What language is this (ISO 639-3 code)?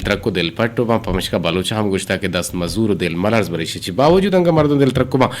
bgp